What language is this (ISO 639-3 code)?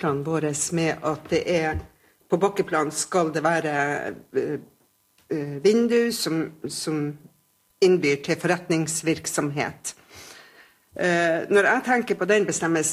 nor